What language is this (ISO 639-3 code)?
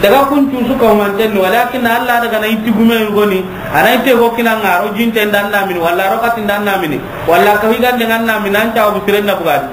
snk